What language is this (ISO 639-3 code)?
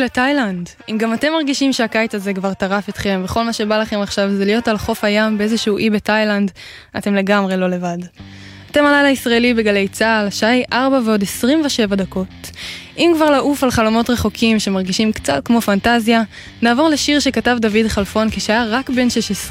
heb